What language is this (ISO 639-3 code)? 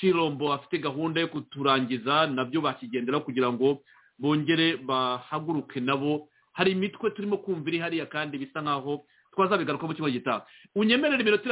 kin